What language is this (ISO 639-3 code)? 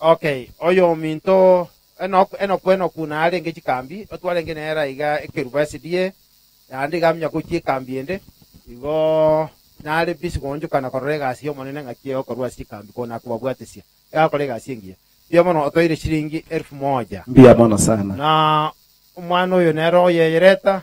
guz